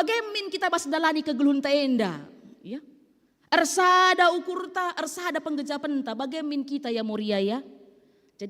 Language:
Batak Karo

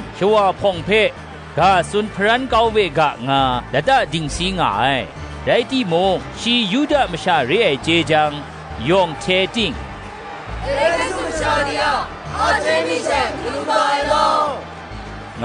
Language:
Kachin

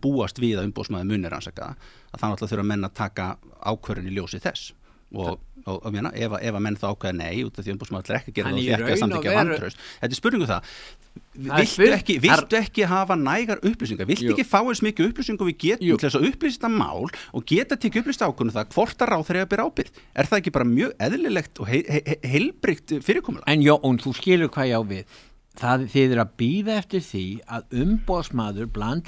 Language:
Icelandic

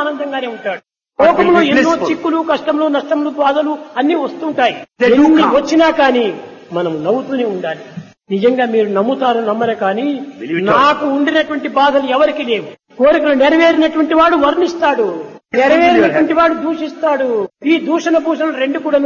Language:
Telugu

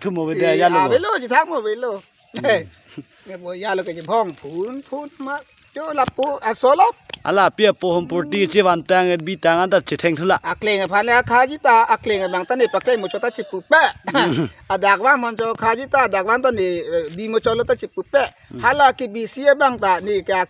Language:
Karbi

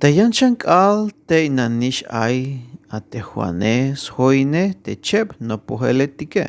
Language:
Tzeltal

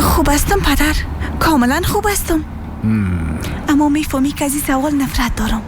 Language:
Persian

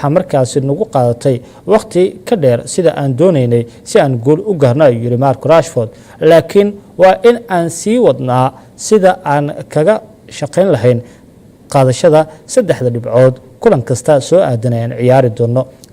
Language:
Somali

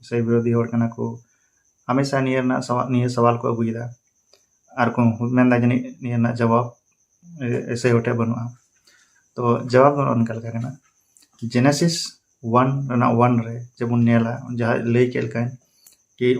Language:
Santali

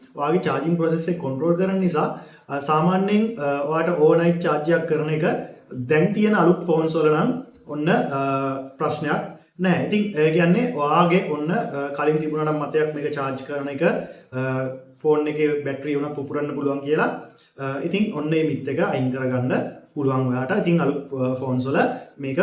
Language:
Sinhala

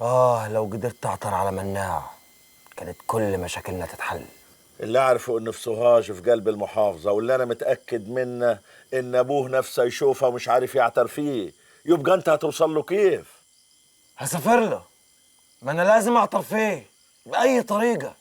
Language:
Egyptian Arabic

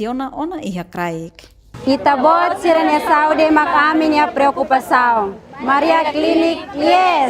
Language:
Tetum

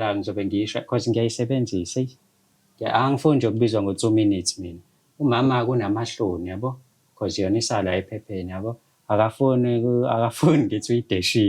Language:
Zulu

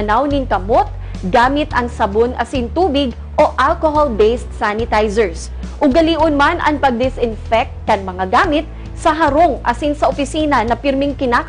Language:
Bikol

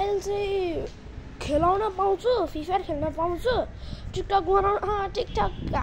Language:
Nepali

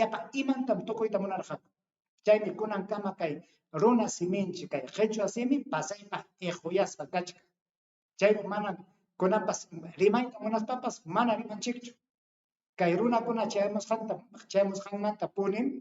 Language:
Ayacucho Quechua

